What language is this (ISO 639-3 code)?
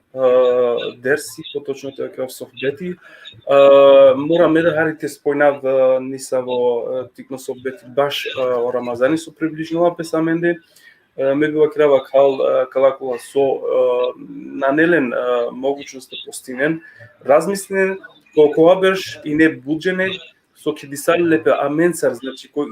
rmn